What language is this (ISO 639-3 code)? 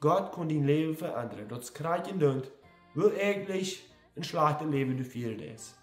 pdt